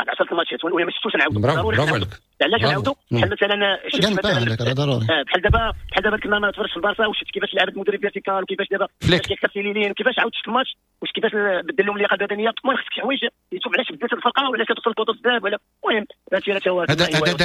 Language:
Moroccan Arabic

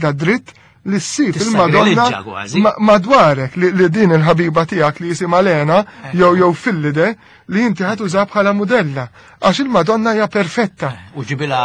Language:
Maltese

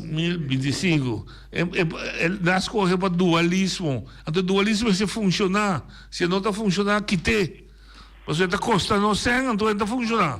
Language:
Papiamento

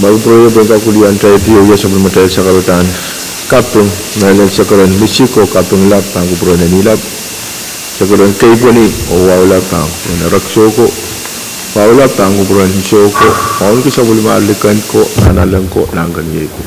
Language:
Pohnpeian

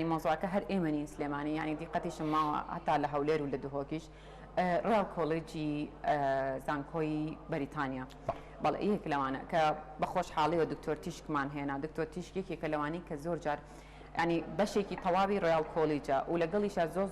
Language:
Central Kurdish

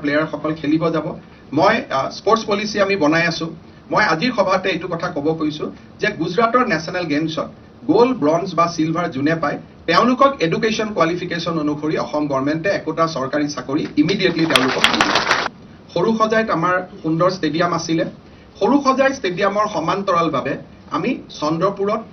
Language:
Assamese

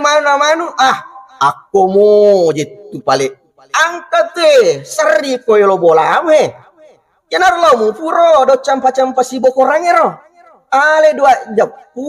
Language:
Buginese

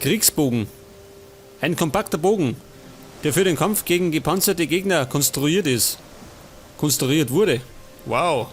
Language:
Bavarian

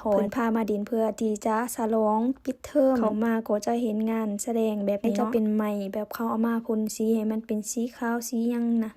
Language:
Lao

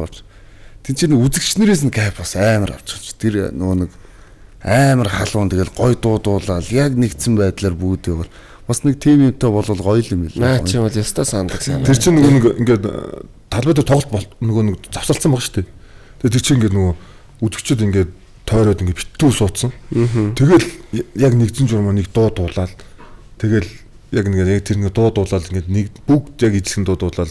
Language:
Mongolian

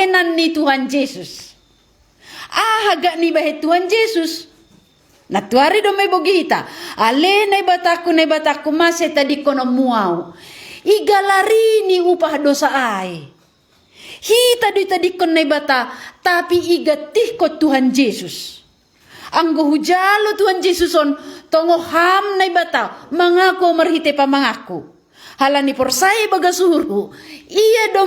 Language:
Batak Simalungun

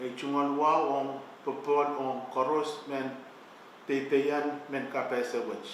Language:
Pohnpeian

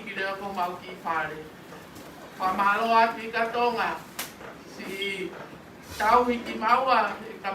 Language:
Tongan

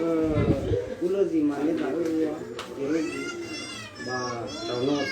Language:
Nias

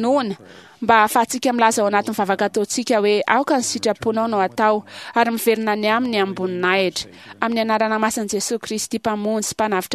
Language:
Malagasy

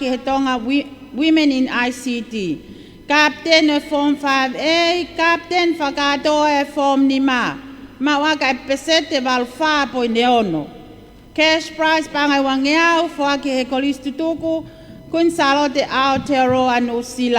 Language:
Tongan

